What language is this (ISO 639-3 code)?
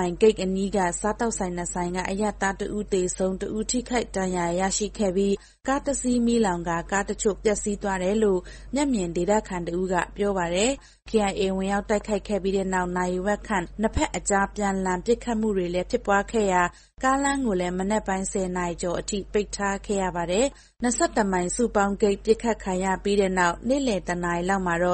mya